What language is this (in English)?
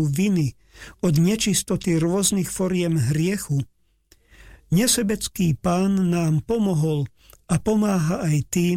Slovak